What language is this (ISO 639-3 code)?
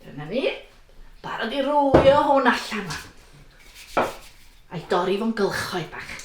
cym